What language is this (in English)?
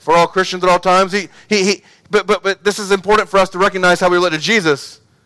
English